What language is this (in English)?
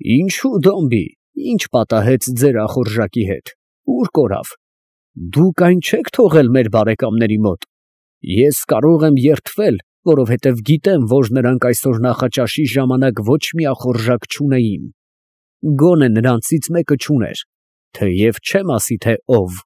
Armenian